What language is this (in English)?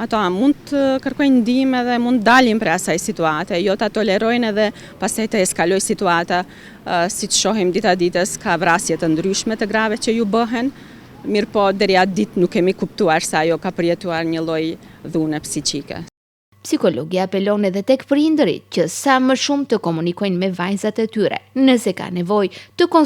Albanian